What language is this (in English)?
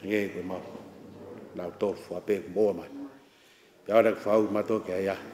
Tongan